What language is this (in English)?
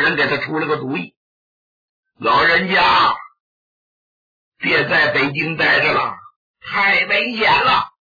Chinese